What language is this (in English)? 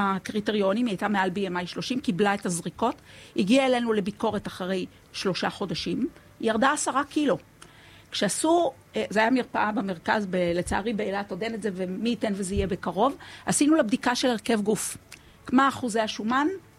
Hebrew